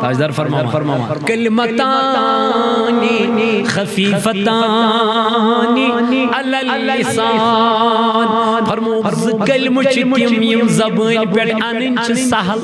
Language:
Kashmiri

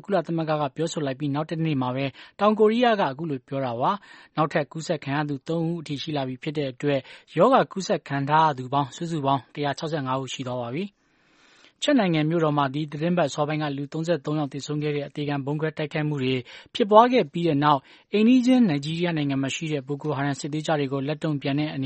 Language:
Burmese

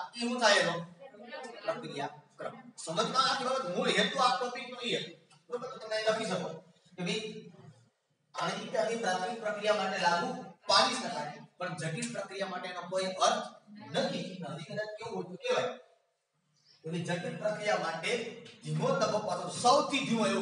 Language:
Gujarati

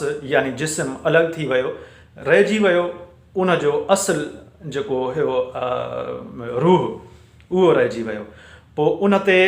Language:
Sindhi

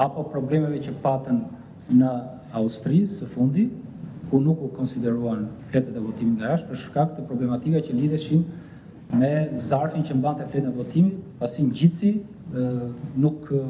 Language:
Albanian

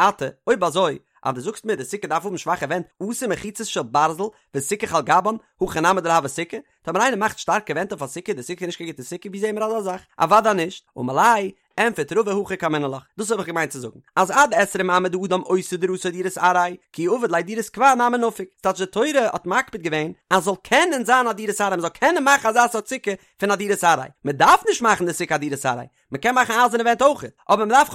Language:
Yiddish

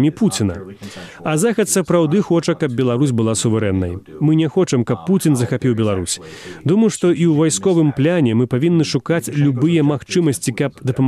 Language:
Belarusian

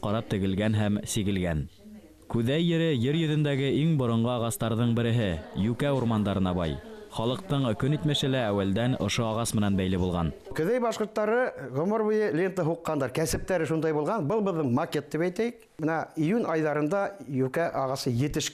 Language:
Bashkir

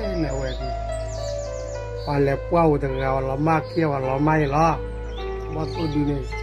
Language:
S'gaw Karen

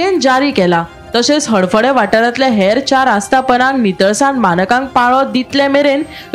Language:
Konkani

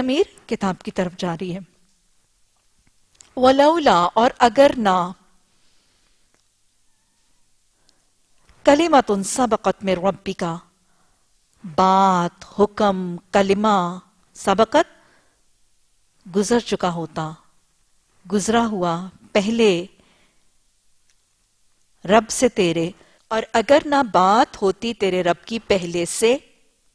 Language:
Urdu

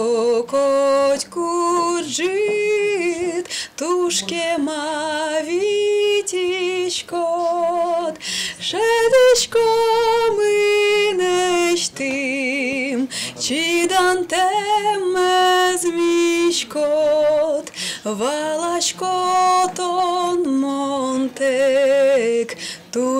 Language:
Udmurt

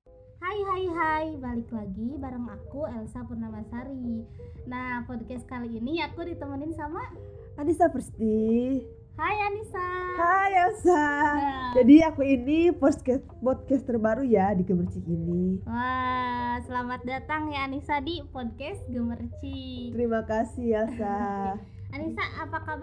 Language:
Indonesian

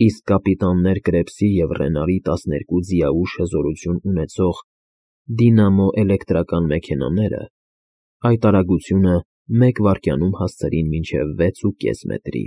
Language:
Armenian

